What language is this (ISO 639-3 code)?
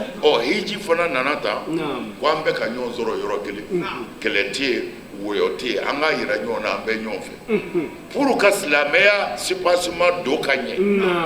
bam